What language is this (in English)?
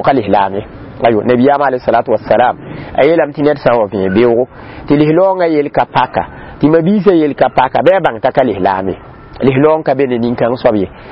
Mossi